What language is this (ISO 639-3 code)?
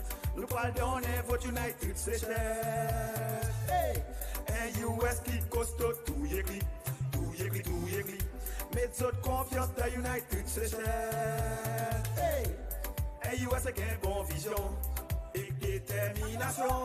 crs